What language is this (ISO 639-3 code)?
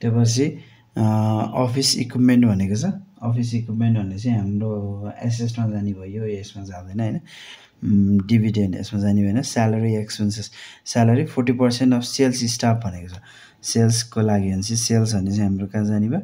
nep